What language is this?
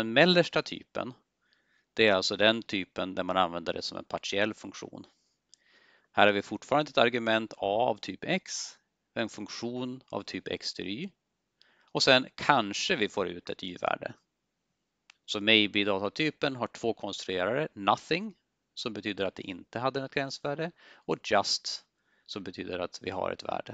Swedish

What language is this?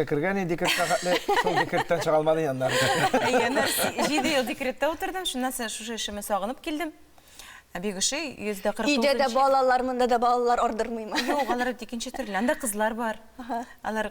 Tatar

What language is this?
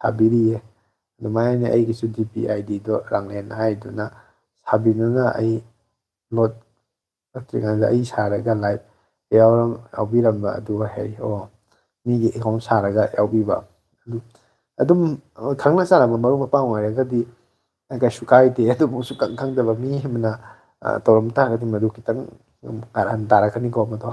Manipuri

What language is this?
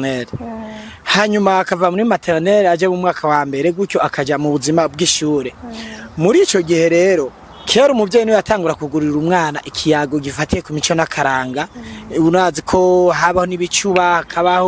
Rundi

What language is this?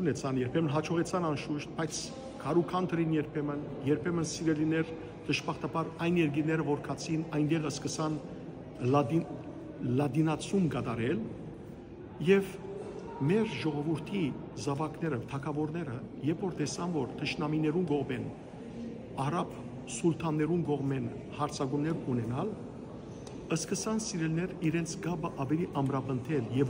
Western Armenian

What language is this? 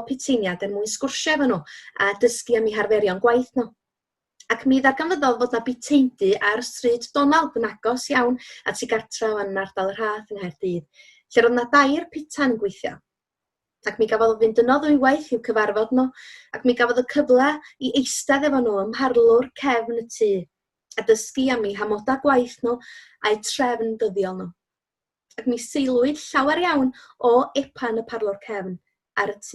Welsh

